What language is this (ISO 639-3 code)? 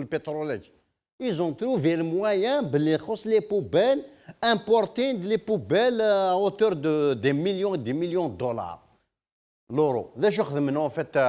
kab